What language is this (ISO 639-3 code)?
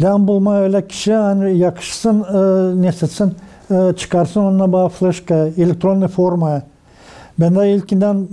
gag